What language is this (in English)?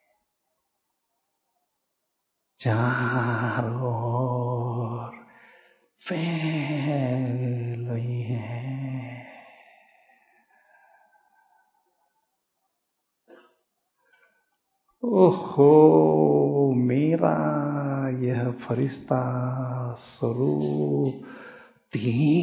Hindi